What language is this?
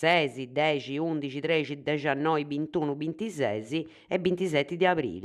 Sardinian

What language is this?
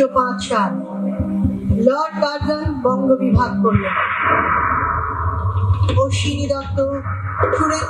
Bangla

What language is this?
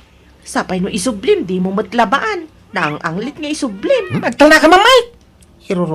Iloko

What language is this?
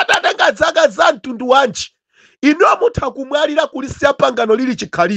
Nyanja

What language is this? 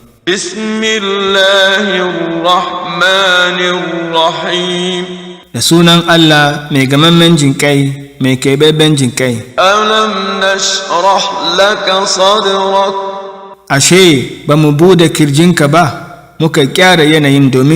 Hausa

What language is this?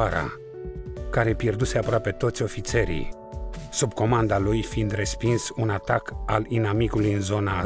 Romanian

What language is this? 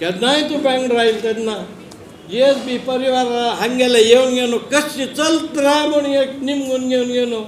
Konkani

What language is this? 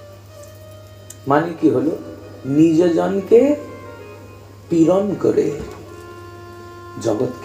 Bangla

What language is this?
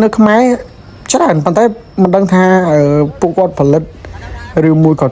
Khmer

